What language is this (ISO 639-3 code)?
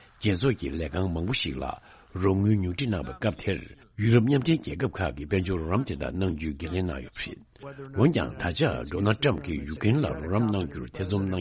bod